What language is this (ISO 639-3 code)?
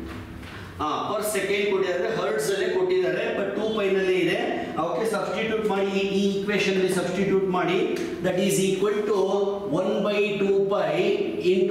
kan